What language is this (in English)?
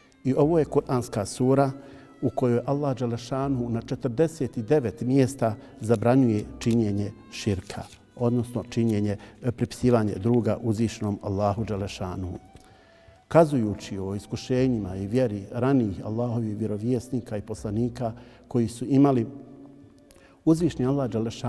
Bosnian